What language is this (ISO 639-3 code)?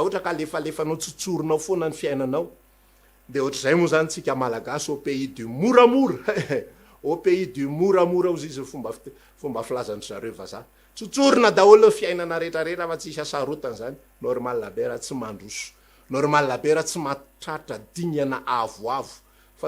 mlg